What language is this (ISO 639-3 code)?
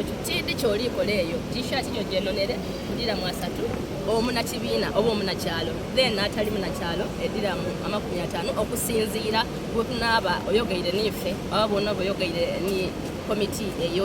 xog